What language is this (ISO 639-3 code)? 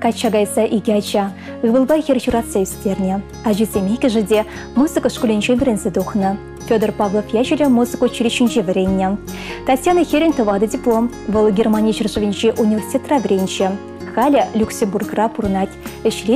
chv